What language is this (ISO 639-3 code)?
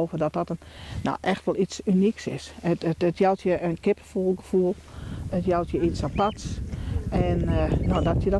fry